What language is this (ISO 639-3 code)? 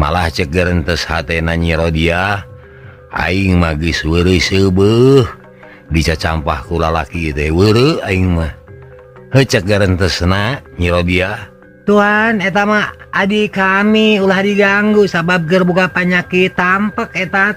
sun